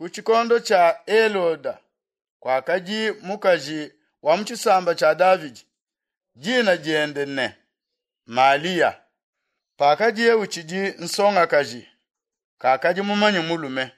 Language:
Luba-Lulua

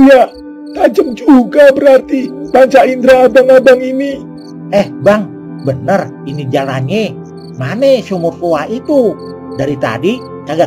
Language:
Betawi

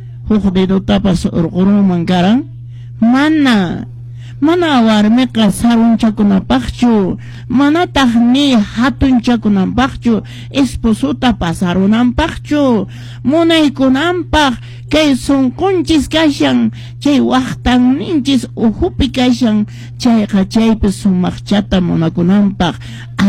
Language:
Quechua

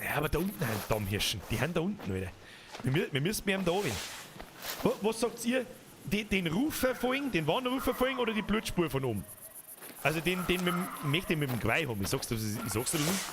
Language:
Bavarian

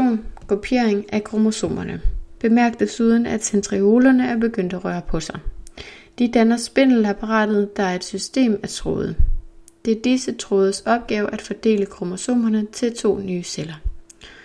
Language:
Danish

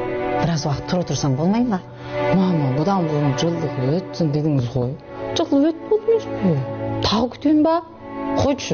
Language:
Kazakh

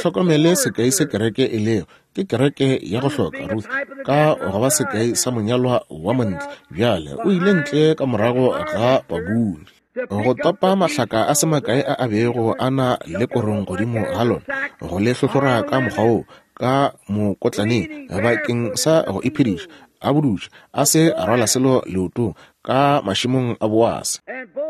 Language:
Northern Sotho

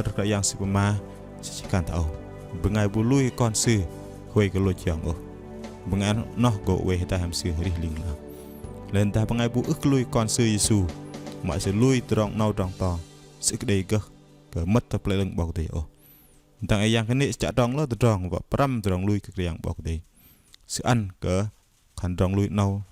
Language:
Bahnar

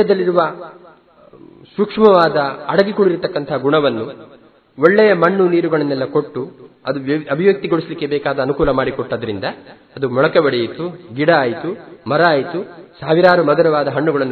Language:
Kannada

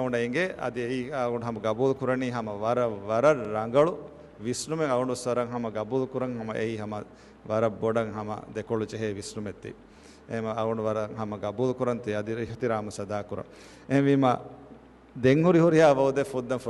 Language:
Divehi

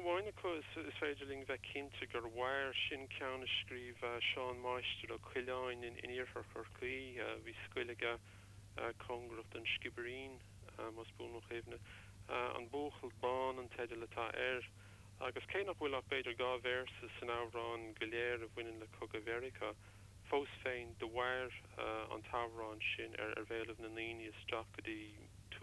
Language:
Irish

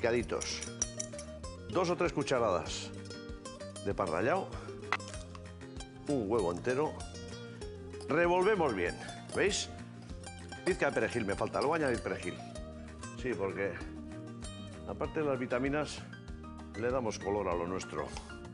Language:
Spanish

